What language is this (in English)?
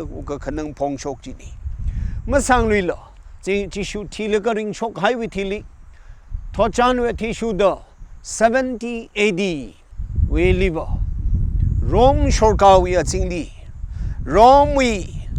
Tangkhul Naga (India)